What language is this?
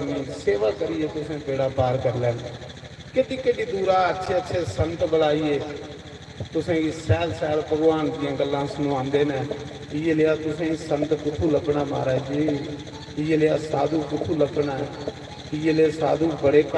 Dogri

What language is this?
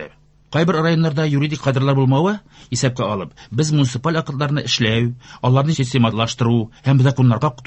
Tatar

